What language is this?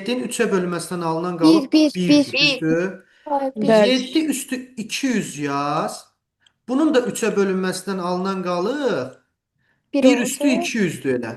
Azerbaijani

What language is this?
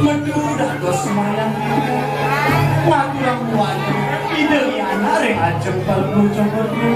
Balinese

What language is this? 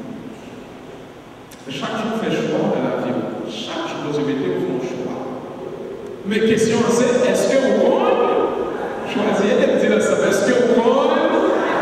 French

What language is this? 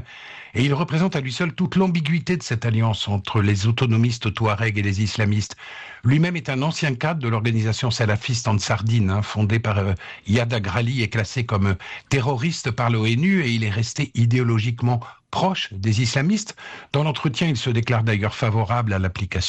French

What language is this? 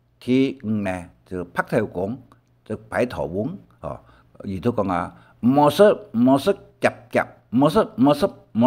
Hakka Chinese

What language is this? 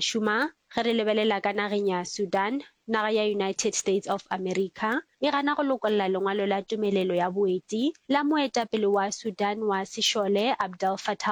Northern Sotho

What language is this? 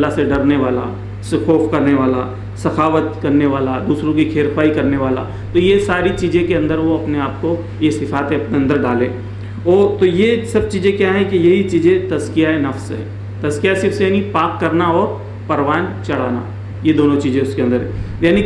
Urdu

